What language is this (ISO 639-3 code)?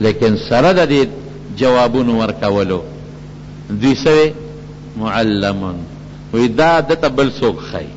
pus